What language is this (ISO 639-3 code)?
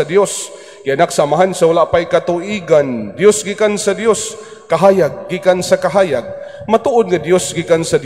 ceb